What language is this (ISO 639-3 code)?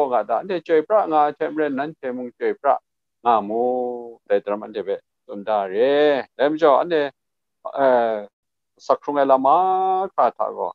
kac